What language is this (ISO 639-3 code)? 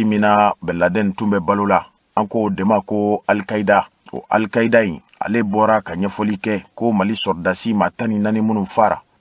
bam